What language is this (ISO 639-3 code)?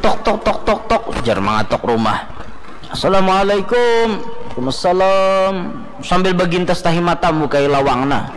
bjn